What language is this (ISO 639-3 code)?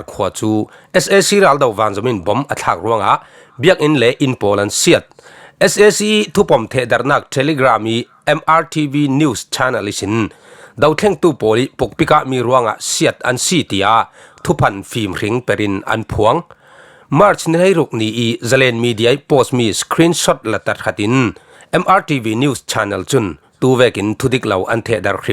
cfm